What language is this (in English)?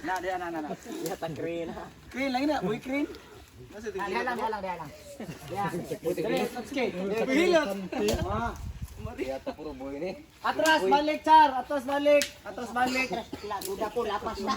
Cebuano